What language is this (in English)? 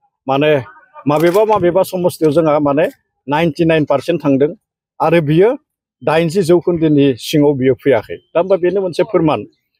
Bodo